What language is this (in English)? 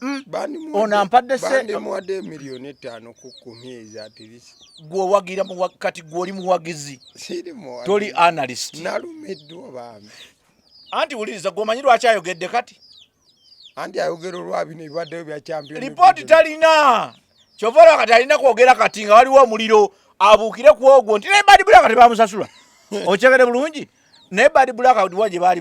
Ganda